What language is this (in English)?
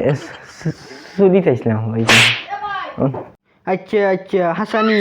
Sylheti